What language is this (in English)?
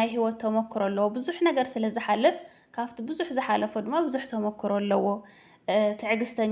Tigrinya